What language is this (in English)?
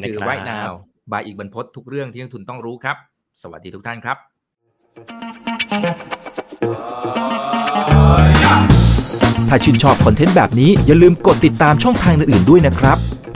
Thai